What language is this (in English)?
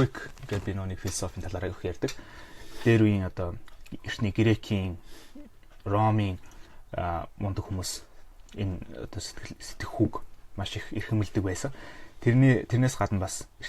Mongolian